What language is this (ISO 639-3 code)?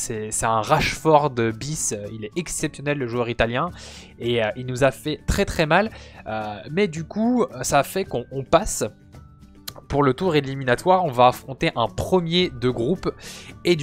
fra